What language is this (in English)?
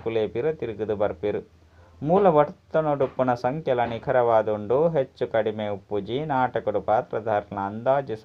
Tulu